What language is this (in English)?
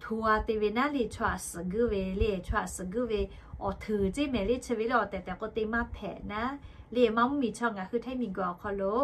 Lahu